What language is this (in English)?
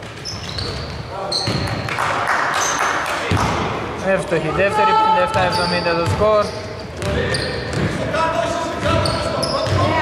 Greek